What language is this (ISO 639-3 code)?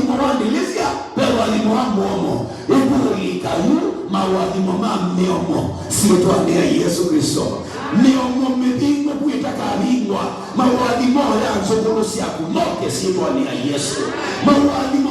kam